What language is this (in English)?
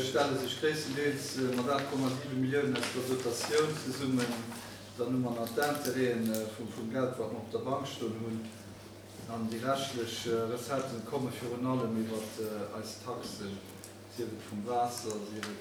Luxembourgish